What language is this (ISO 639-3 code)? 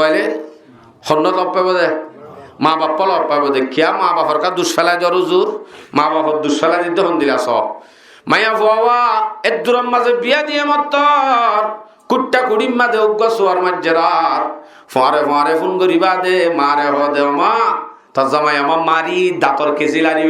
rhg